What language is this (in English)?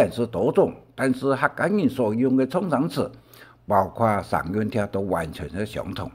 Hakka Chinese